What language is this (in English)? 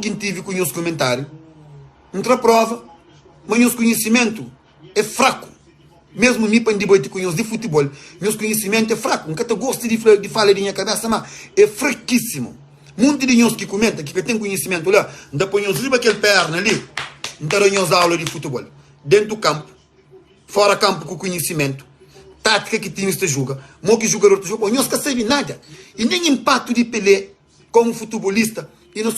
Kabuverdianu